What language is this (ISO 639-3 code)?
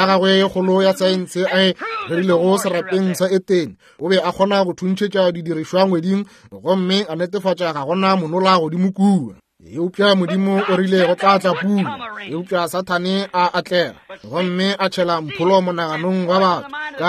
nso